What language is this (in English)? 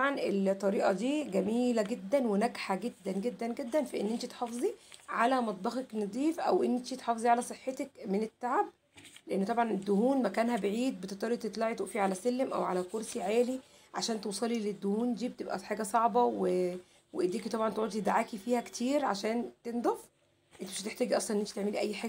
Egyptian Arabic